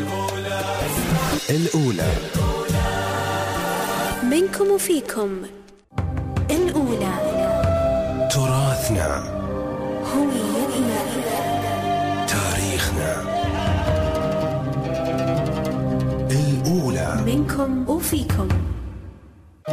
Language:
Gulf Arabic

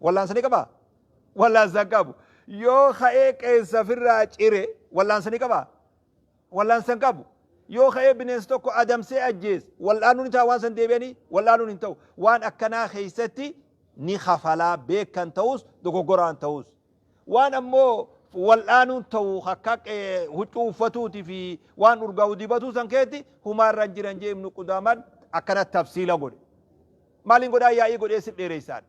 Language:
Oromo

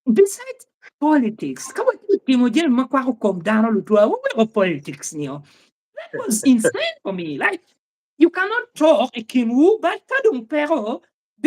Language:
Acoli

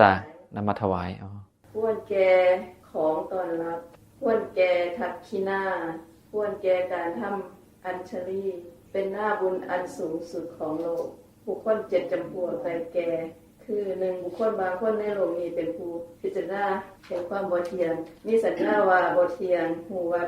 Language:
Northeastern Thai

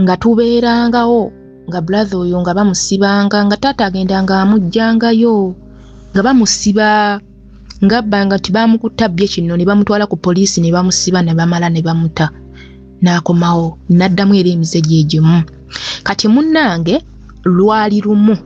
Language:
Ganda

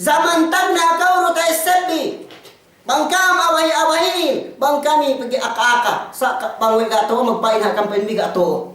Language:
Yakan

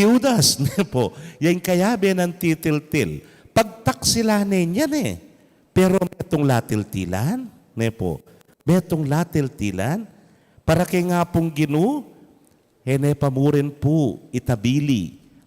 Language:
Pampanga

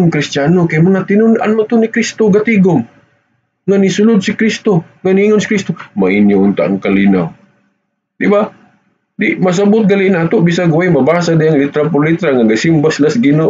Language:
Cebuano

